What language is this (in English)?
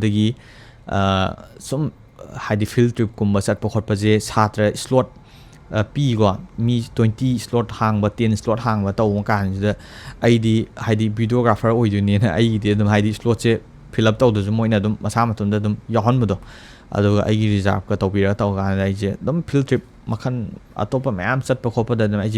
Manipuri